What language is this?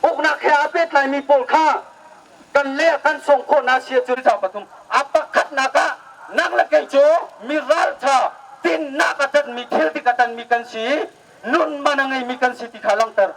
Hakha Chin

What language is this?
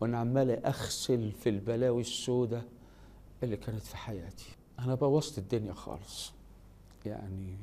Egyptian Arabic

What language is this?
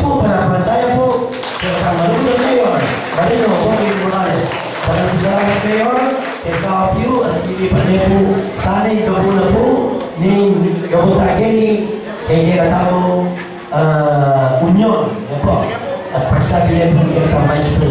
Pampanga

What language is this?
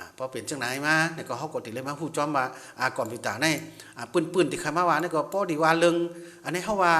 Shan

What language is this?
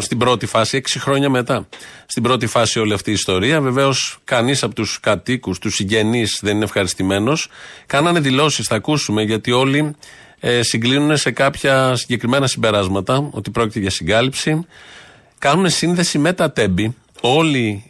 Greek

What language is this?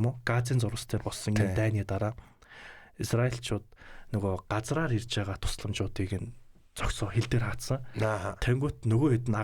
Mongolian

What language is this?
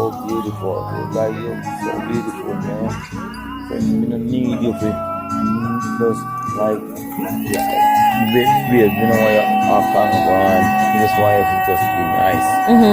Jamaican Creole English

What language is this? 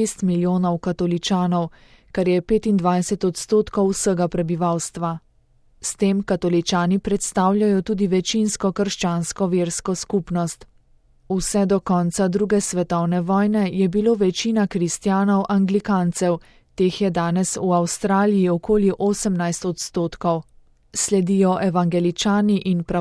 Slovenian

